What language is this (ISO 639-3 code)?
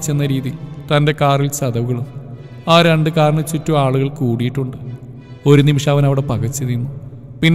mal